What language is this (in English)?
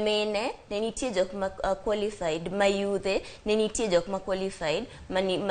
Luo (Kenya and Tanzania)